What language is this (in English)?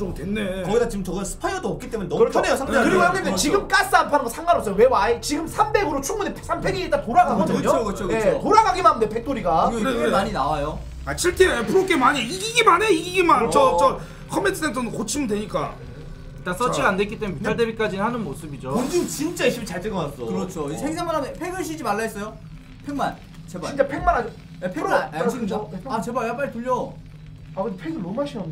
Korean